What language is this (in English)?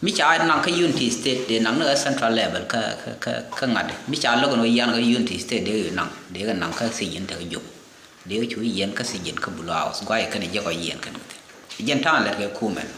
Nuer